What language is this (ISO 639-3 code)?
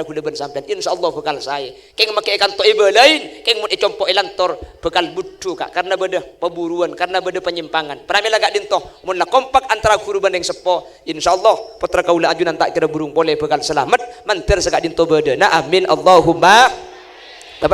mad